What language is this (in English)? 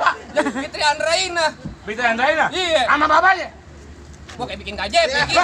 Betawi